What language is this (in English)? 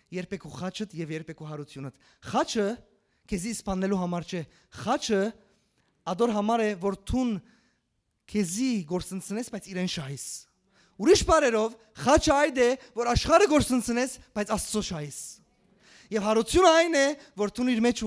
Western Armenian